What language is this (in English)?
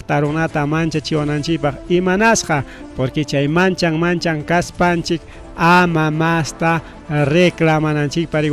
Ayacucho Quechua